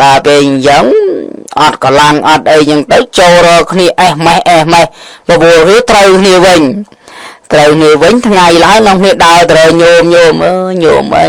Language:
Khmer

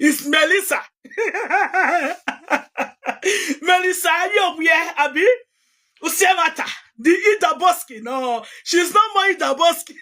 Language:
Nigerian Pidgin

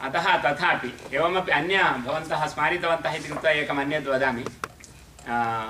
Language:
Sanskrit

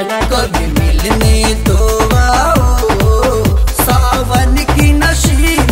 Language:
Bhojpuri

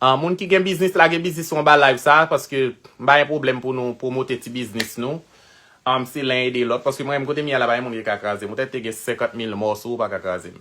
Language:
Haitian Creole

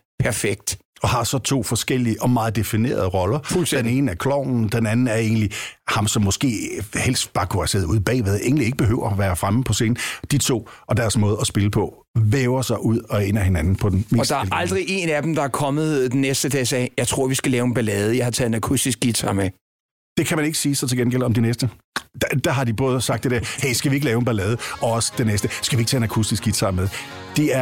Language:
Danish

